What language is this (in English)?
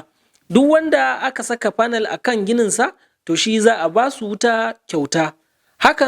Hausa